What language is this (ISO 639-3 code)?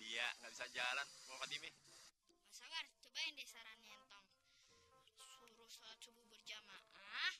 bew